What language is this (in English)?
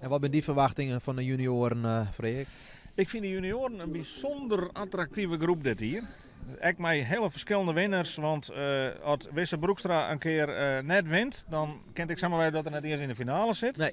Western Frisian